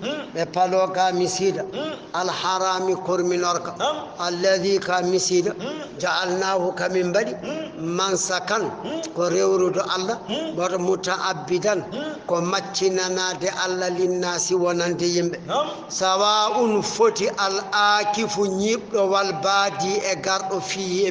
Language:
Fula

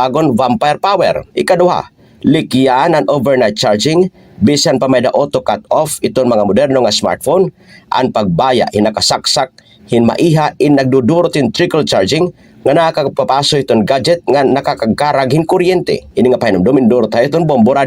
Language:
Waray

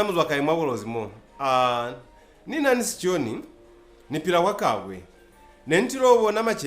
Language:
Lozi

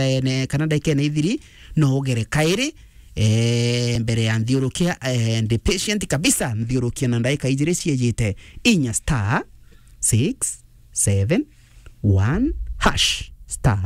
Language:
Meru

